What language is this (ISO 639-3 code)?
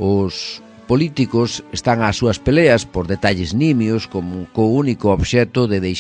glg